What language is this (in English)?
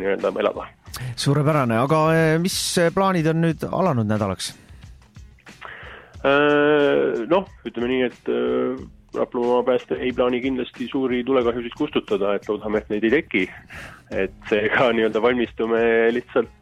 Estonian